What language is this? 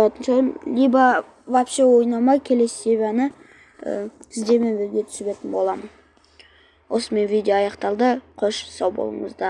Kazakh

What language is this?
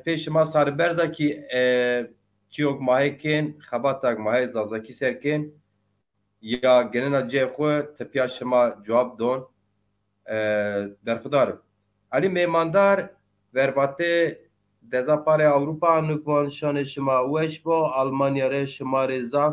Zaza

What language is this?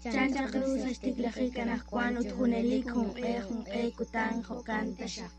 Kekchí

